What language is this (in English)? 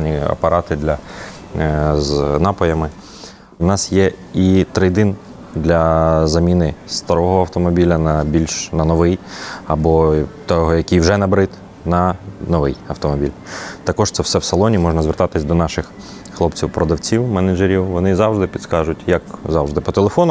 Ukrainian